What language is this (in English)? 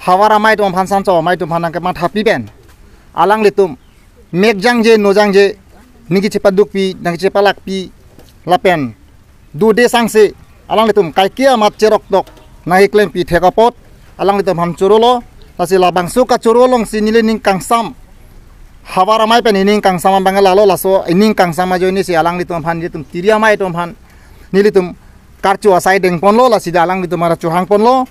Karbi